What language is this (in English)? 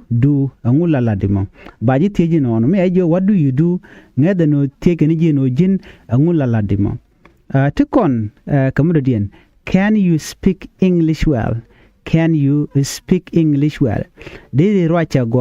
Nuer